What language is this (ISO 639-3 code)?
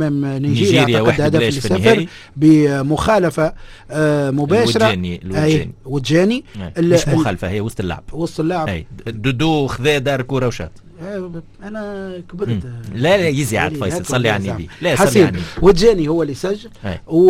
aeb